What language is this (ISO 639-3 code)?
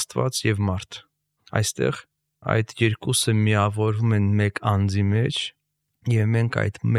hye